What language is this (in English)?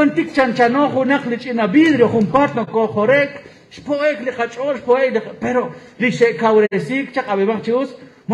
Kekchí